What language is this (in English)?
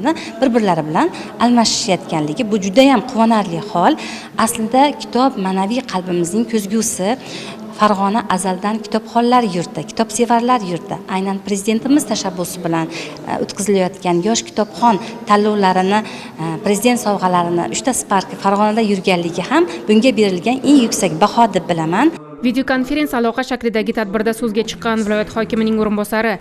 Uzbek